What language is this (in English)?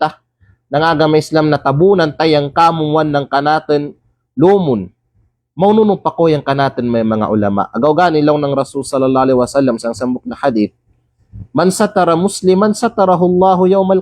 Kalagan